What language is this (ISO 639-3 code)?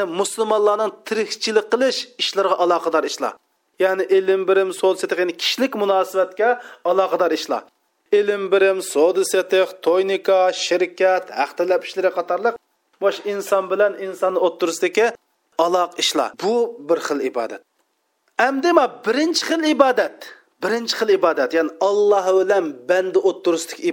uig